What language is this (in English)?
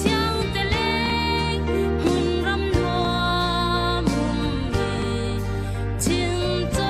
Falam Chin